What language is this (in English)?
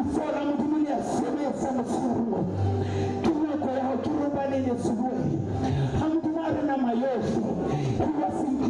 Southern Sotho